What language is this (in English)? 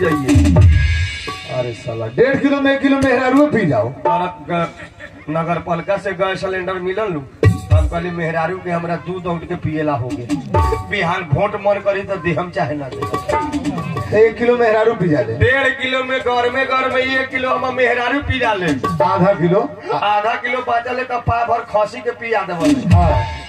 Bhojpuri